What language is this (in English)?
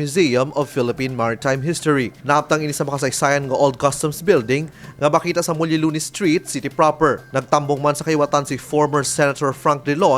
Hiligaynon